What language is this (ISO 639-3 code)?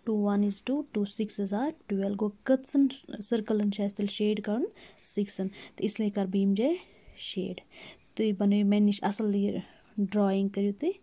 kas